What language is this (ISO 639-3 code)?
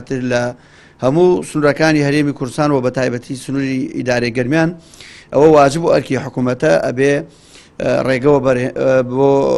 ckb